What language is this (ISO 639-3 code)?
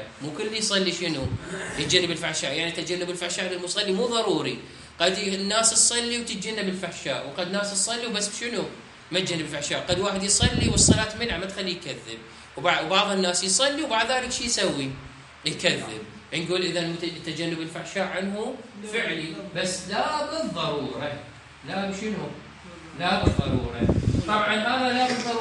acm